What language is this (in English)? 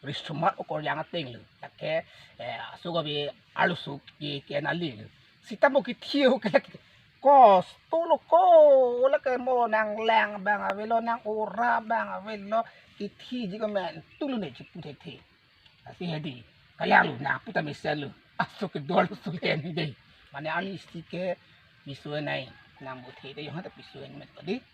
Karbi